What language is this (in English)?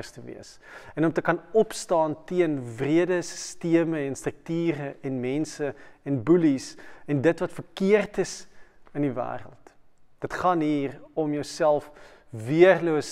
Afrikaans